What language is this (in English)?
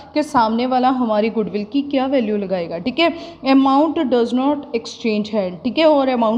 Hindi